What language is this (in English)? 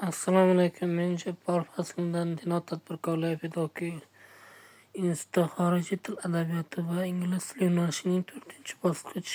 Uzbek